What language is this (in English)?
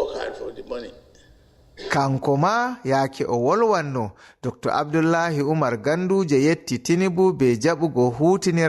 Fula